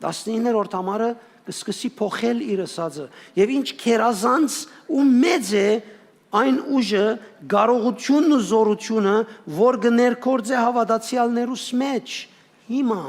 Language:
Western Armenian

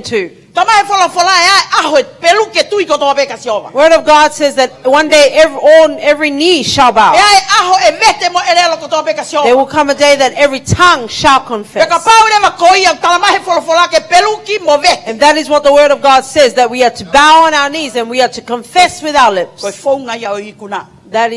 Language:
Tongan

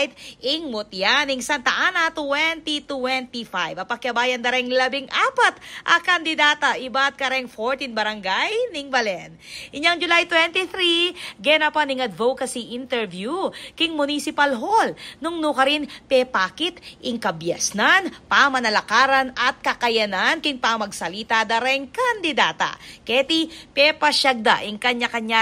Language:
Pampanga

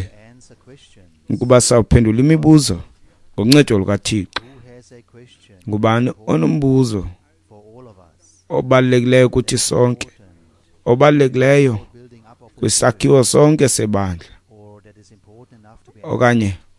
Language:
Xhosa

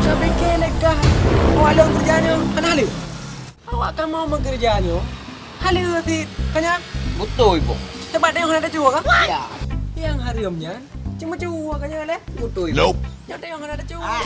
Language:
Achinese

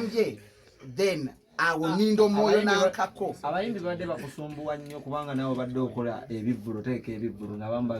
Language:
Ganda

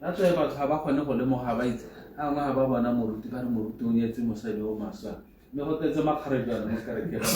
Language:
Tswana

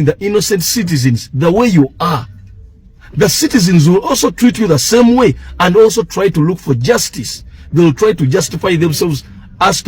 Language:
Ganda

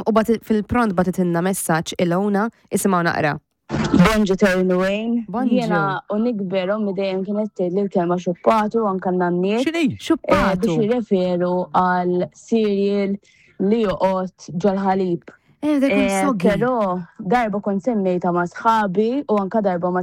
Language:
Maltese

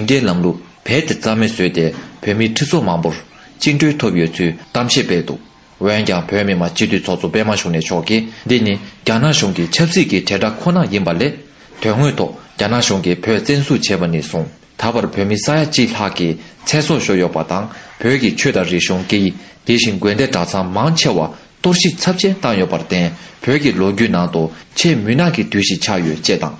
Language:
Tibetan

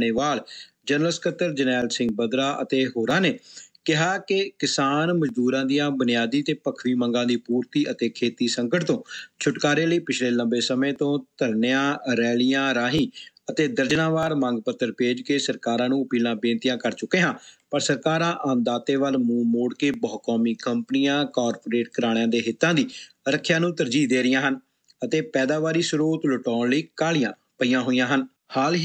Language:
Punjabi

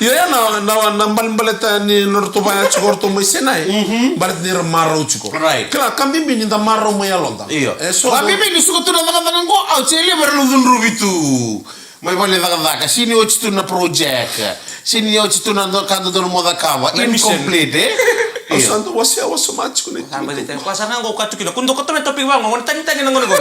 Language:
Fijian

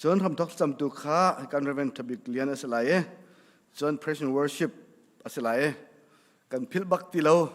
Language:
Hakha Chin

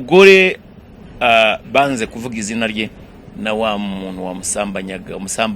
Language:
Kinyarwanda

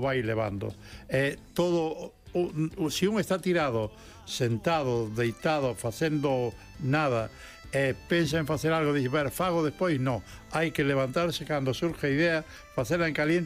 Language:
Galician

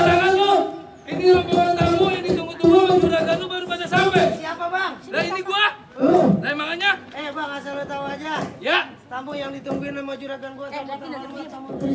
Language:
Betawi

